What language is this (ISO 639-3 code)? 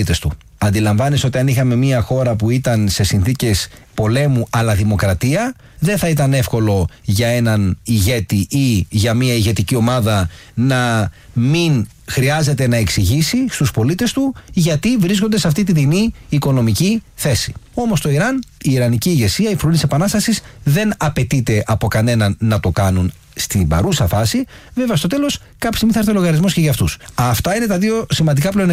ell